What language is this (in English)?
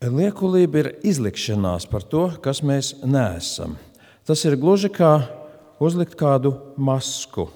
Latvian